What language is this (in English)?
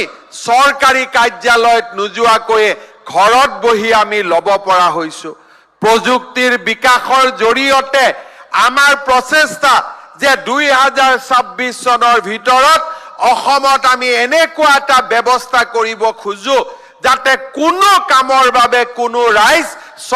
Assamese